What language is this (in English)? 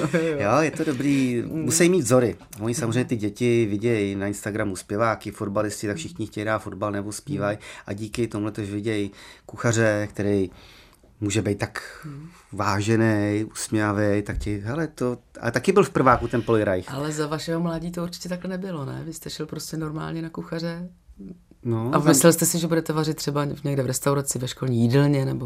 Czech